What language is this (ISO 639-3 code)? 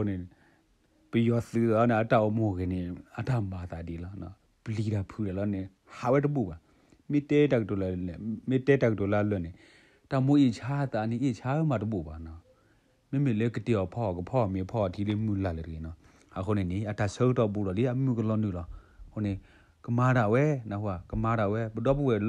ksw